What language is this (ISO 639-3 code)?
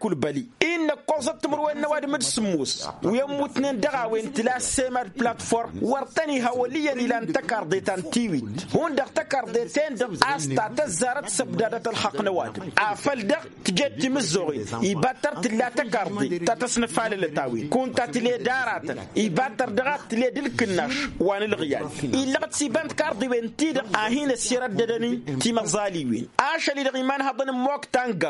taq